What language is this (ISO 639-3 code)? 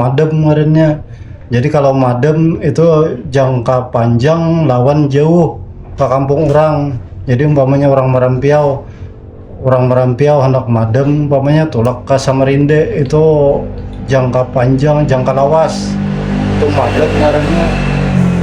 bjn